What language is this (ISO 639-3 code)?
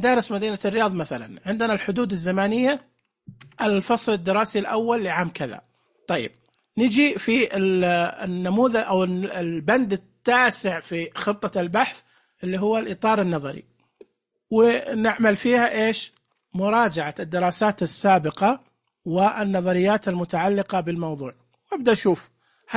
ars